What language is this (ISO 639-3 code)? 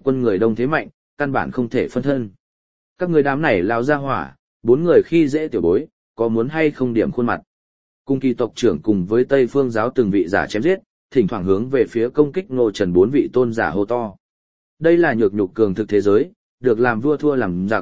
vie